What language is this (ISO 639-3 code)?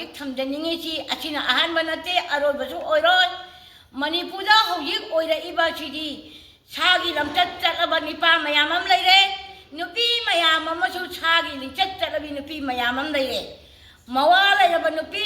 mni